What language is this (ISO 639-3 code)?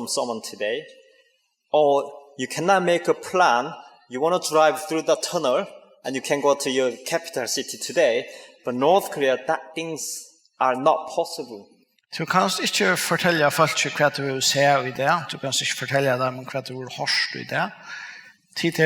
fao